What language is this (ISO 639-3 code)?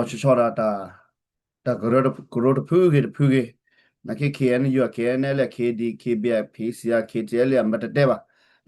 ksw